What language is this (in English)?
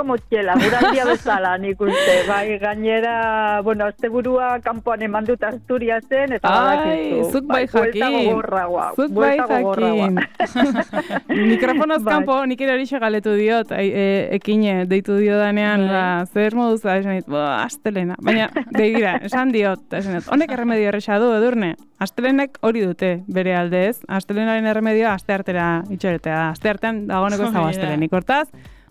Basque